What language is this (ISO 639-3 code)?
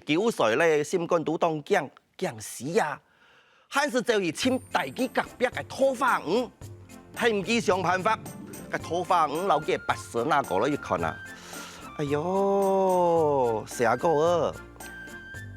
hak